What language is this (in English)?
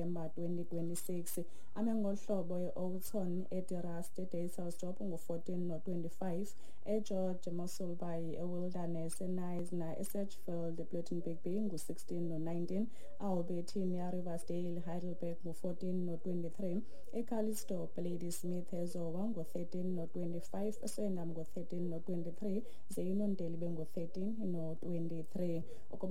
Xhosa